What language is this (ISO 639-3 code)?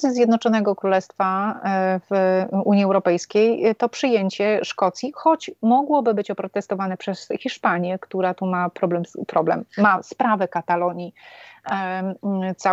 pol